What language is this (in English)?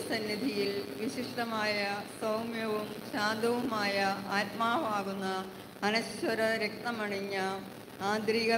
Malayalam